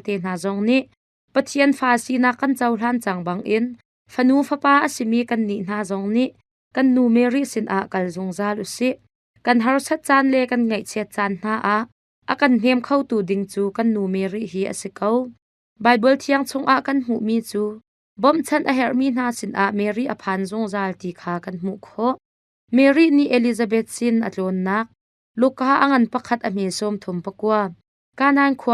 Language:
Hakha Chin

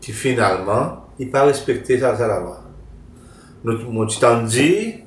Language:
Seselwa Creole French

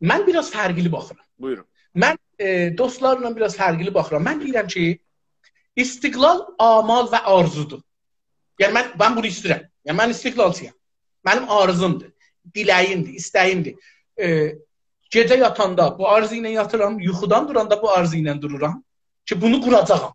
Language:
South Azerbaijani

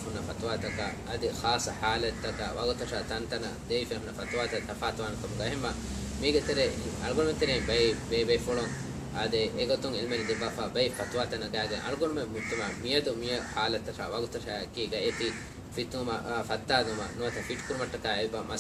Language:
Divehi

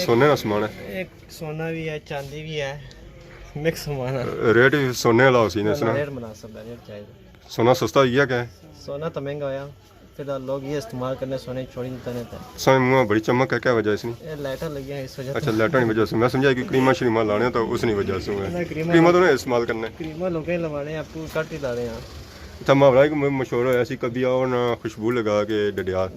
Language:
Pahari-Potwari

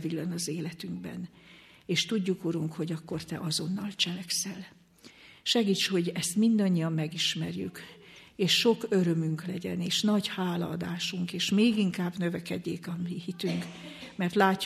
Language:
Hungarian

